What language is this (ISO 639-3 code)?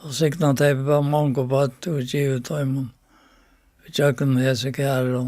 fao